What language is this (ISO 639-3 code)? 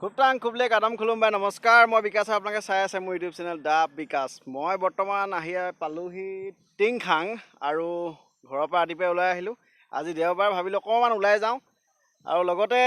asm